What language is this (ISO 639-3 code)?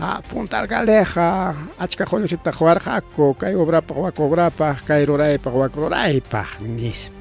quy